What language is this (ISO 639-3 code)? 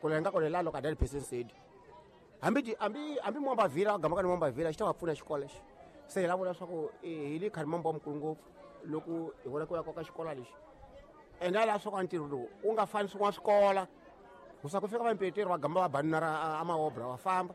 tso